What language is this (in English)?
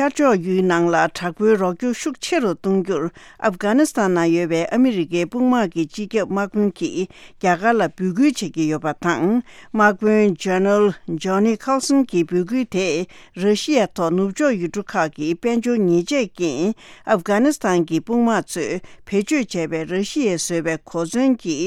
Tibetan